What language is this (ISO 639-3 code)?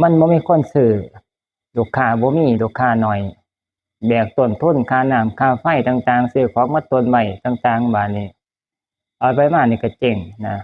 tts